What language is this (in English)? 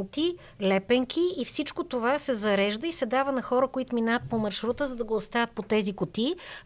Bulgarian